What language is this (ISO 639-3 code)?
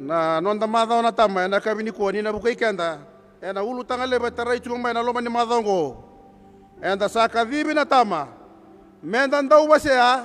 fij